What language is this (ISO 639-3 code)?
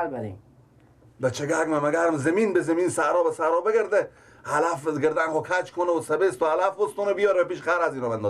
fas